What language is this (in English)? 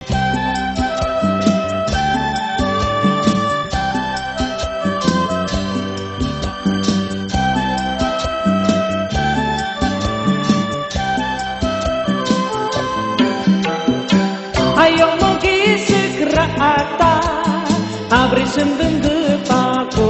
Garo